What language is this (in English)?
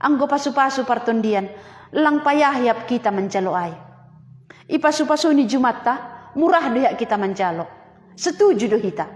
Batak Simalungun